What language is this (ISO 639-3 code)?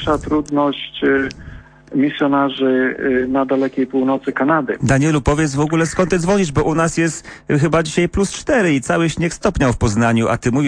pol